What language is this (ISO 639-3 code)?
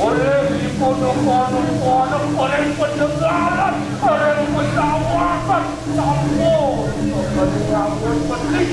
ban